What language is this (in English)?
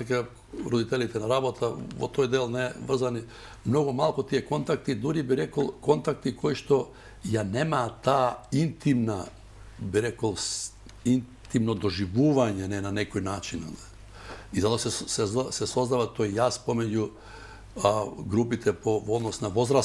Macedonian